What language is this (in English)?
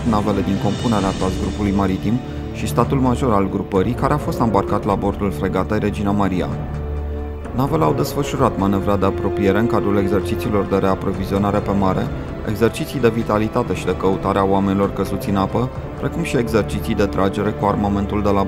Romanian